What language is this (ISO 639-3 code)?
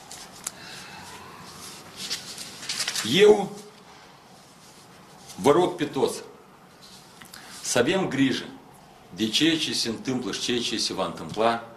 ron